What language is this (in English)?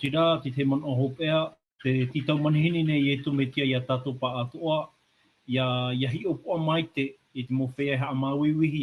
Tahitian